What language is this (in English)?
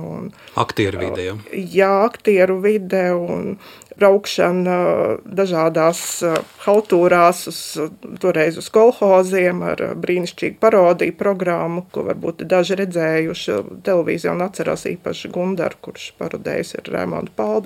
Latvian